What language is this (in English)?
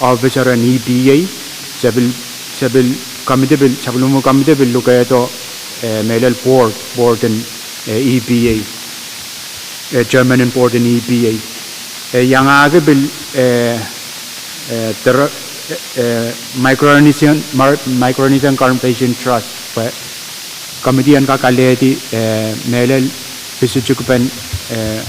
Pohnpeian